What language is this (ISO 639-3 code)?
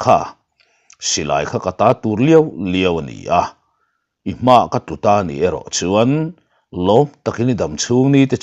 lus